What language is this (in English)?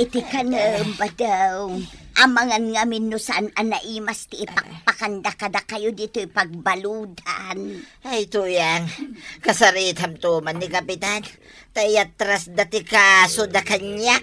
Iloko